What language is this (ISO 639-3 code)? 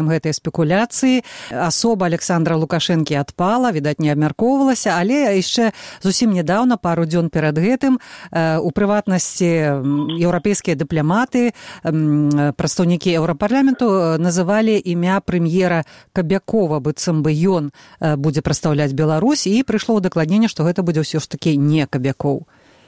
bel